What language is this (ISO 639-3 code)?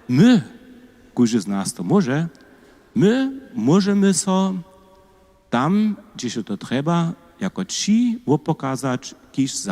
hsb